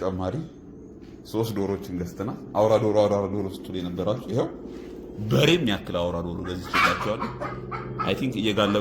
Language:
Amharic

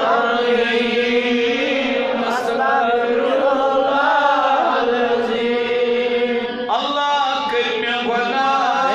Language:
Kashmiri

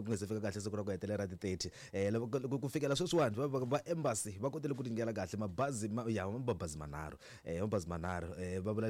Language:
Tsonga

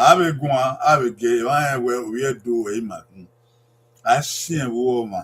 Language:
Bini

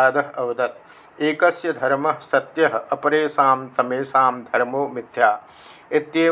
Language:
Sanskrit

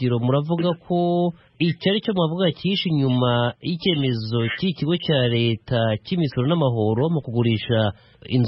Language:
Kinyarwanda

